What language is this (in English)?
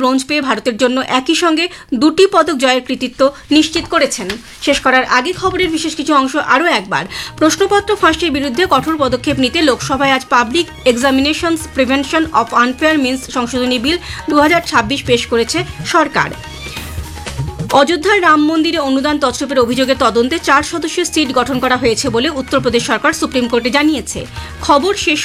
Bangla